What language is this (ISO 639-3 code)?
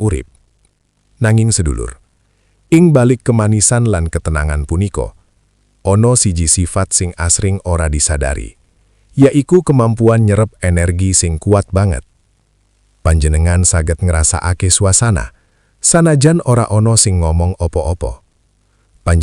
jav